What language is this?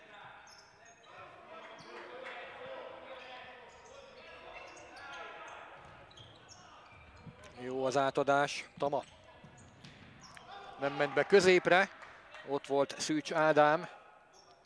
Hungarian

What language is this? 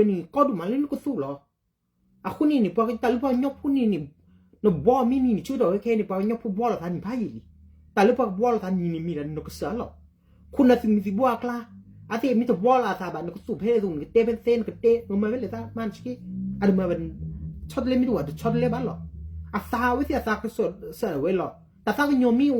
S'gaw Karen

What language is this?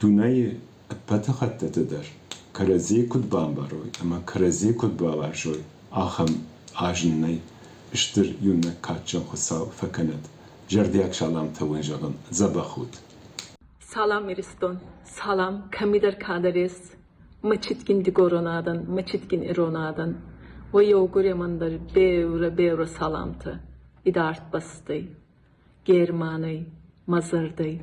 Ossetic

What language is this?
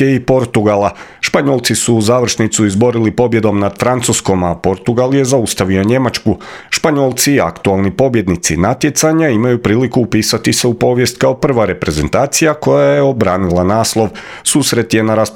Croatian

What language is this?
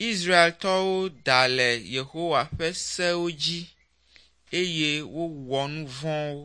Ewe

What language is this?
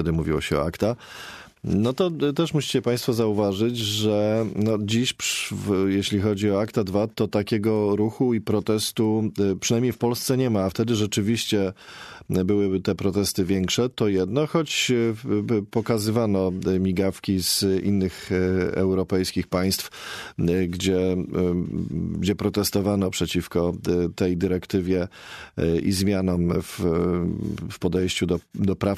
Polish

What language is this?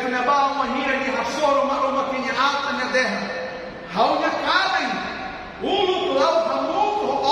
Tetum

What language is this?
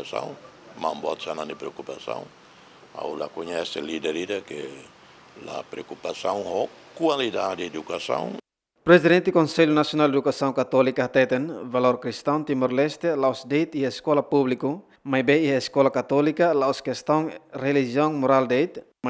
Tetum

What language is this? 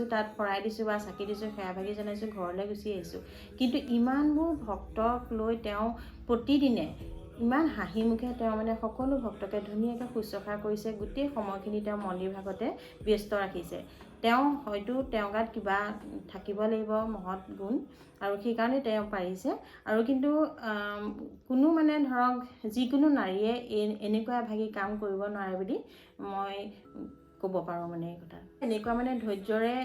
Assamese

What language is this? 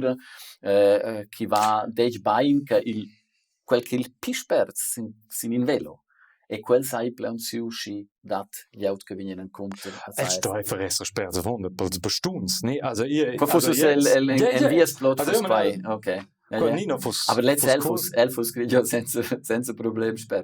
Romansh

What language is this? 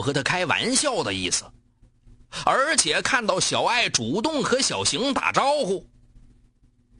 Chinese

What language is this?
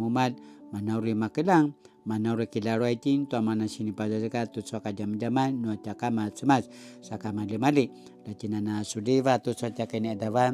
Paiwan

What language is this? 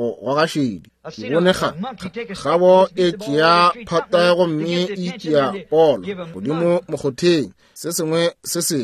Northern Sotho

